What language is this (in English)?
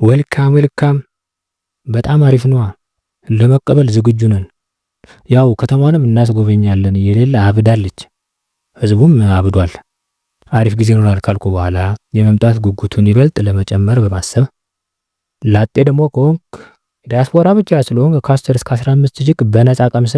Amharic